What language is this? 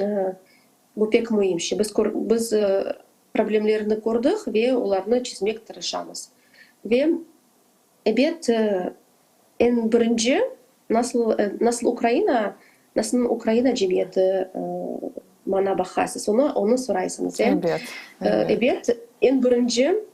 Crimean Tatar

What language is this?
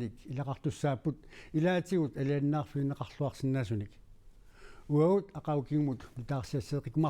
Kalaallisut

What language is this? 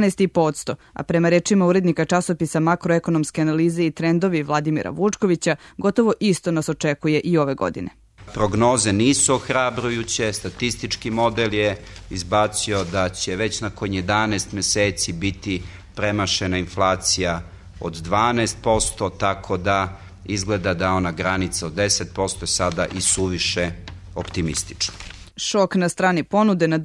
Serbian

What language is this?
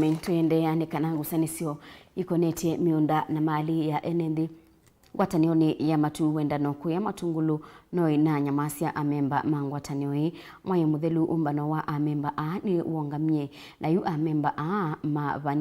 Kamba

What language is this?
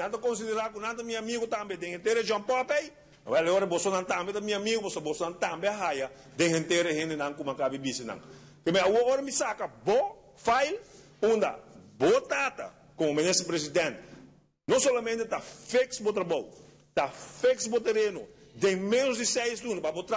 Papiamento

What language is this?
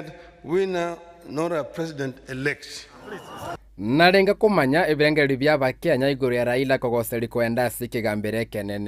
Gusii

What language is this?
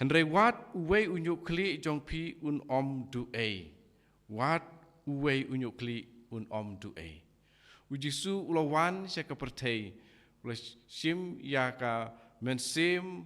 Khasi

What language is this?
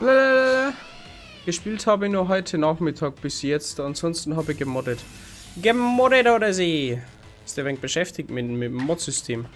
Bavarian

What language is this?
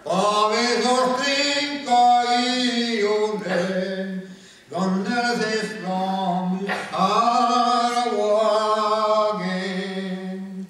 Breton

